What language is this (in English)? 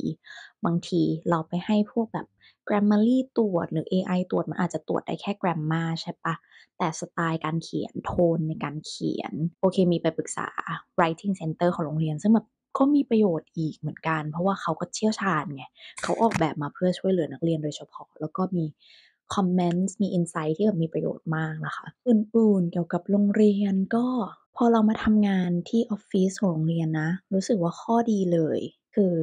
Thai